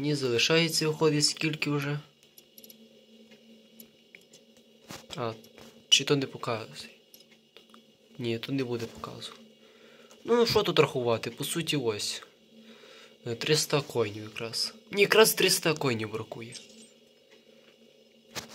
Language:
Ukrainian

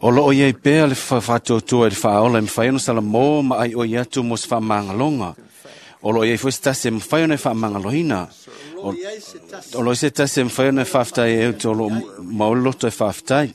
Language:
Samoan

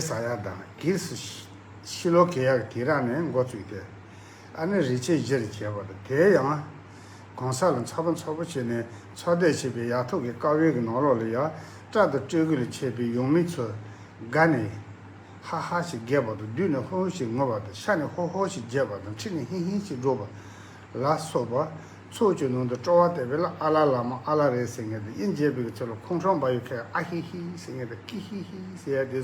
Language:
Tibetan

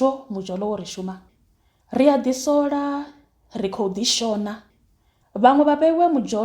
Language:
Venda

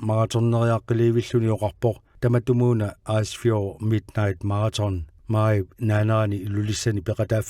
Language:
Kalaallisut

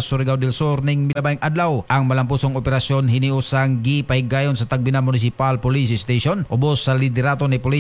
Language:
Cebuano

